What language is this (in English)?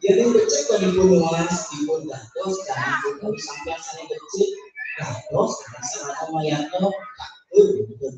Balinese